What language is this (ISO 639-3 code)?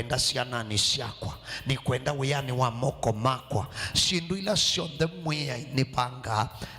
kam